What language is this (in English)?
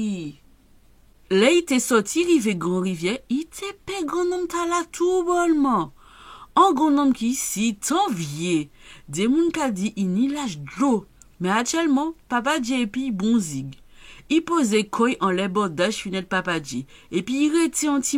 Guadeloupean Creole French